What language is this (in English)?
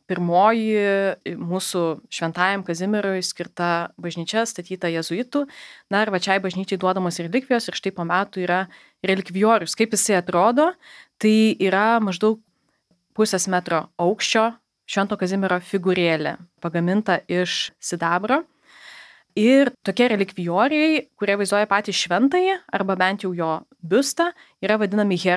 Lithuanian